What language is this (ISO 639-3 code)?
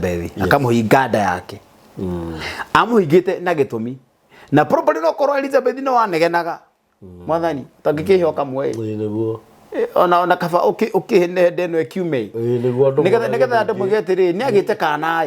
kik